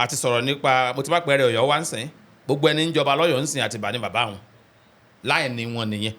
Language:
Yoruba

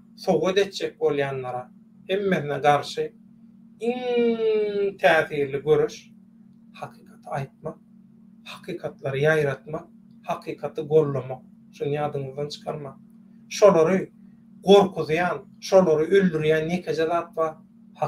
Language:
Turkmen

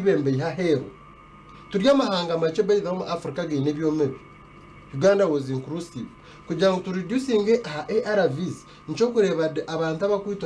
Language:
Nyankole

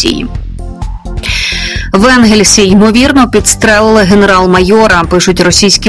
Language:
Ukrainian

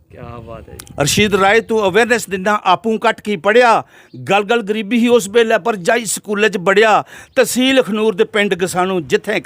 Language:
Dogri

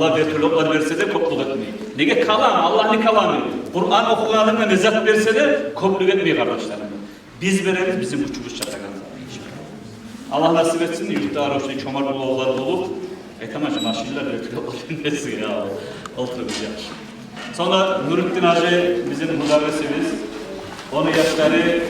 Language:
Kumyk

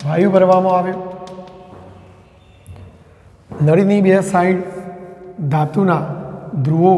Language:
Gujarati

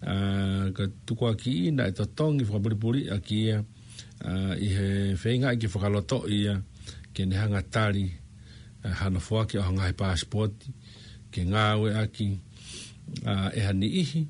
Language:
Tongan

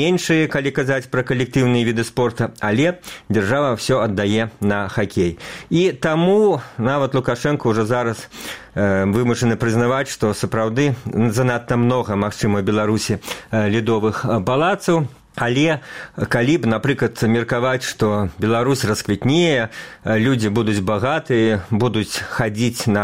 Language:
Belarusian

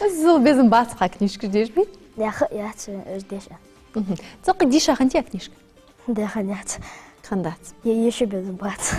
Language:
Ingush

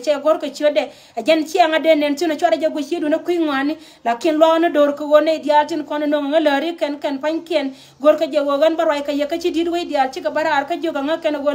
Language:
Nuer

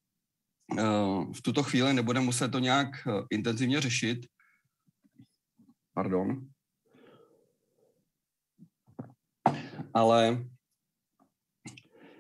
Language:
Czech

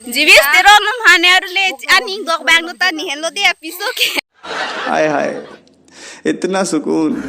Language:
Karbi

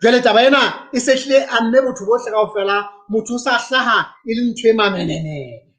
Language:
Southern Sotho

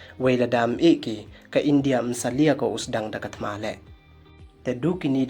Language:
Pnar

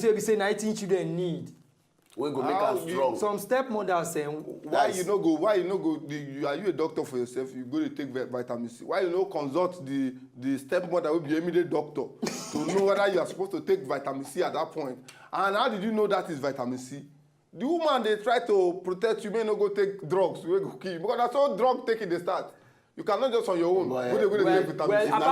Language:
Nigerian Pidgin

